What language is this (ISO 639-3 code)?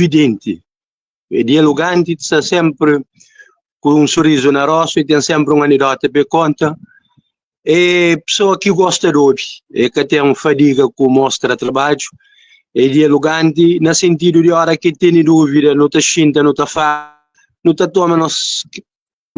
kea